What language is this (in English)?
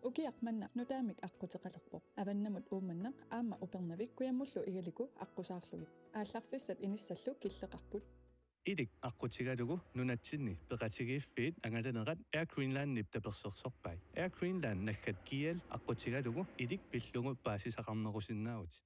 Kalaallisut